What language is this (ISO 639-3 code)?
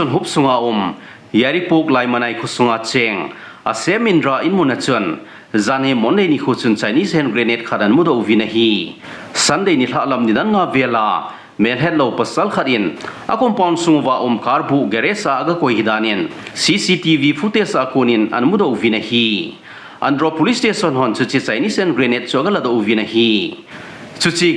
tcz